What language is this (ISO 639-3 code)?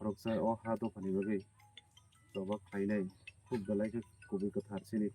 trp